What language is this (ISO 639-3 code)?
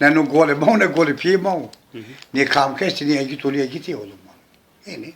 zza